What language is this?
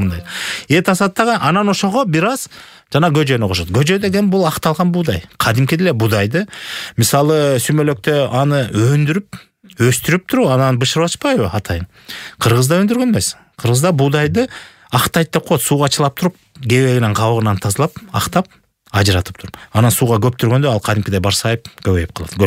Kyrgyz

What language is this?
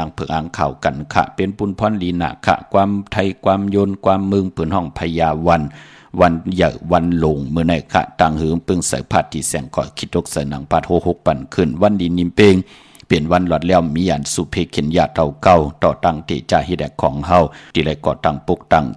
Shan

